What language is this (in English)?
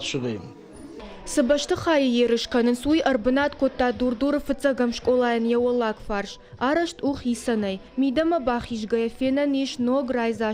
Ossetic